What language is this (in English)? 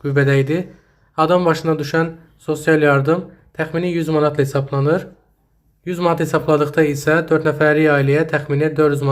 Azerbaijani